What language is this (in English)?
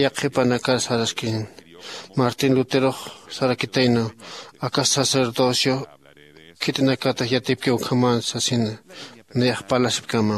Aymara